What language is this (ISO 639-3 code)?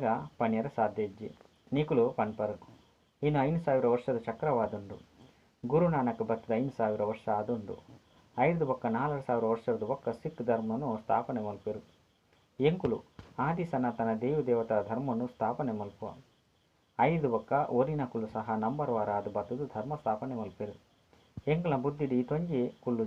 tcy